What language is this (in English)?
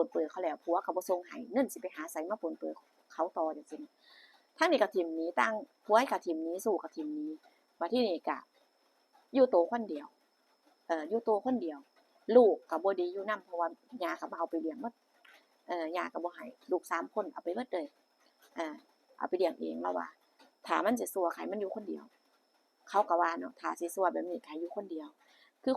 Northeastern Thai